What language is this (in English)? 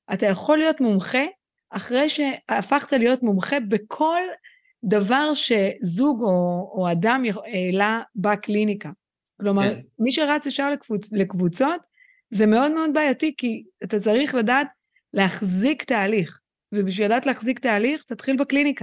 Hebrew